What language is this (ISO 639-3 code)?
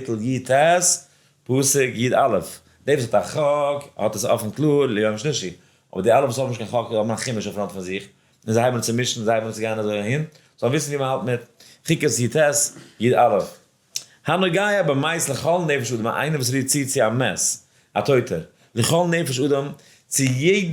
yid